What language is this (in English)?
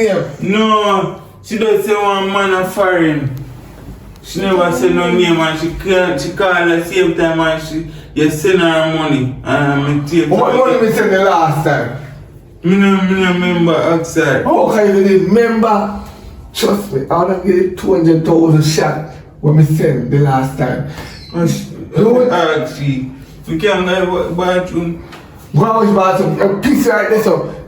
Jamaican Creole English